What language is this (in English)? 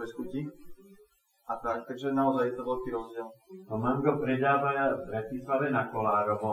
Slovak